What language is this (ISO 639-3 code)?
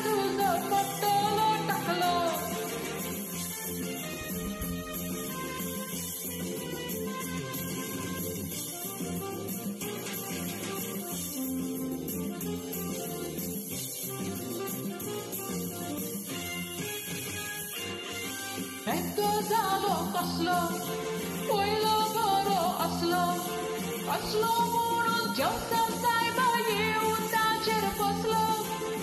kok